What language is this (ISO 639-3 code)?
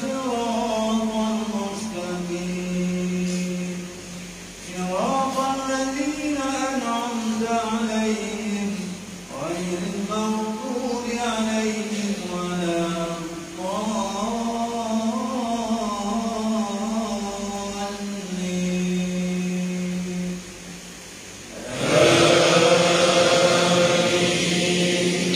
msa